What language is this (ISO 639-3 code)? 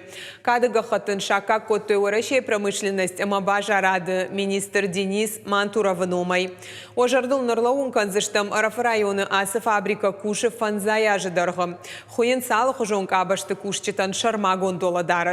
oss